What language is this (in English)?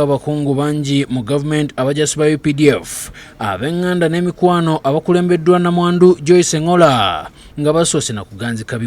Ganda